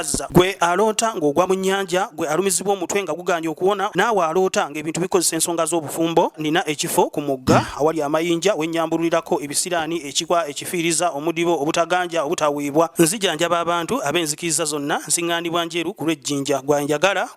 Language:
Ganda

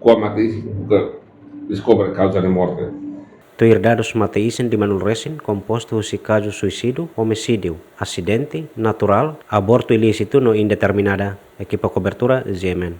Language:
Tetum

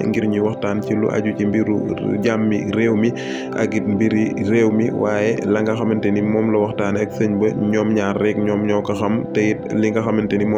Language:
Wolof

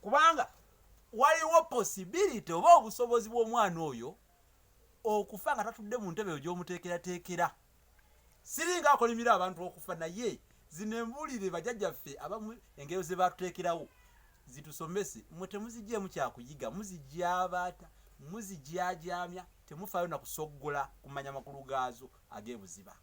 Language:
Ganda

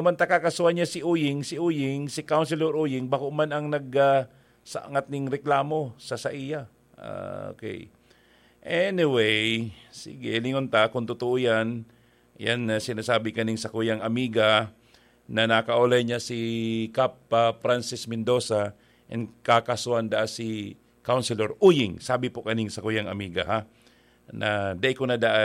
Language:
Bikol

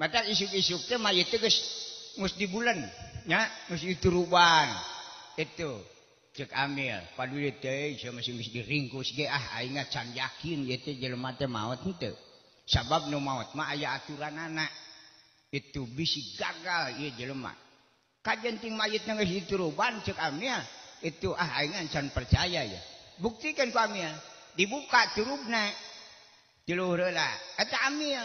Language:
Sundanese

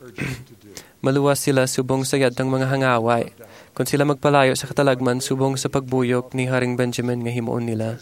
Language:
Hiligaynon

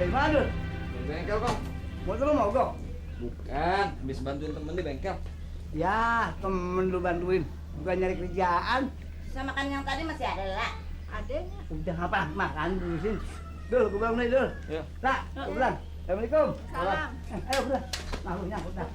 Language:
Betawi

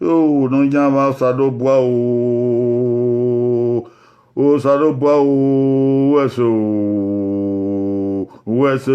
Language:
Bini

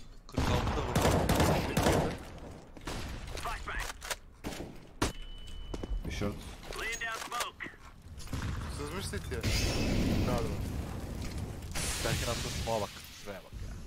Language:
Turkish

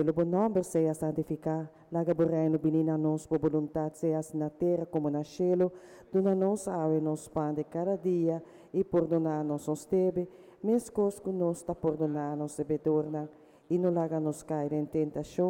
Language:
Papiamento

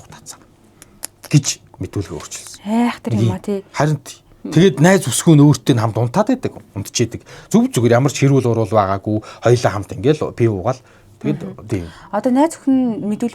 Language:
Mongolian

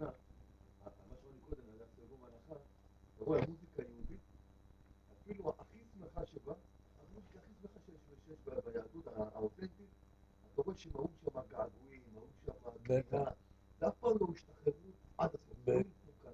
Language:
Hebrew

